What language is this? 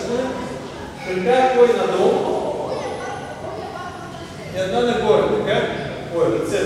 Bulgarian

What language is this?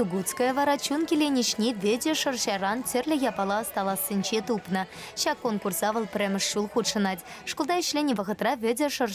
Chuvash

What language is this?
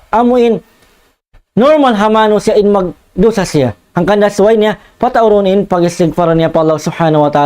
Tausug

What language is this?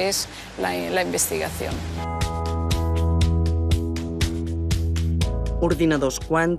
Catalan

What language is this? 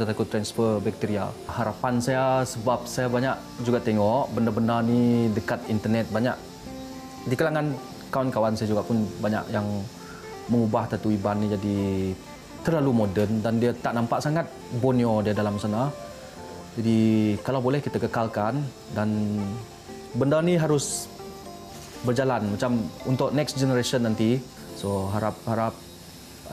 Malay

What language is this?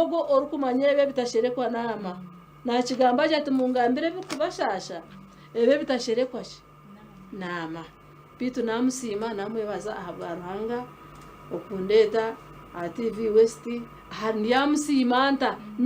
Nyankole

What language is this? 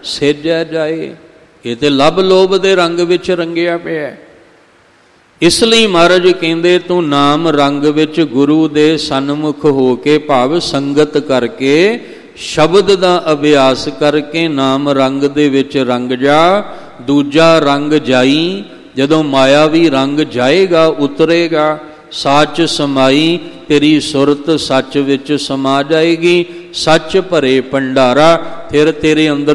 Punjabi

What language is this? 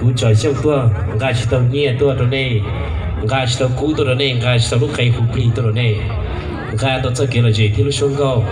Hmong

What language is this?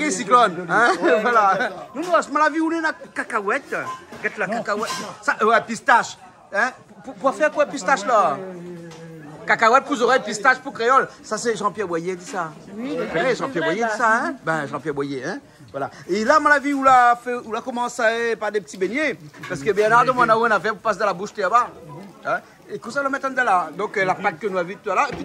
Réunion Creole French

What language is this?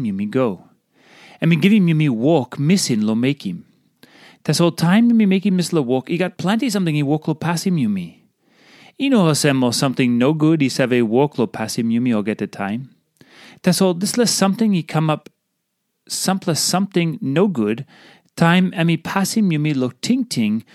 Tok Pisin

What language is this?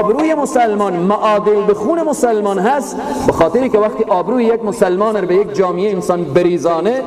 Persian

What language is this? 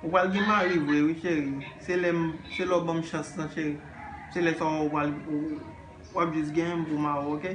Haitian Creole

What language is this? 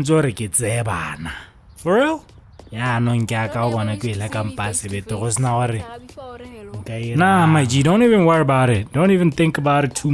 Tswana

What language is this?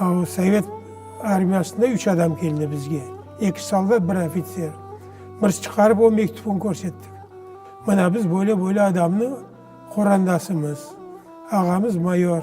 Crimean Tatar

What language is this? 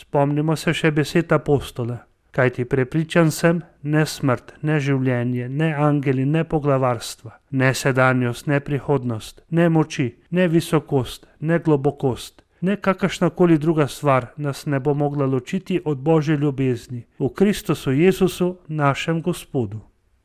Slovenian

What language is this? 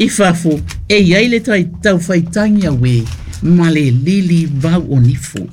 Samoan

